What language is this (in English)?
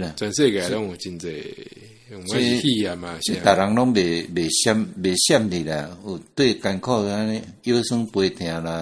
Min Nan Chinese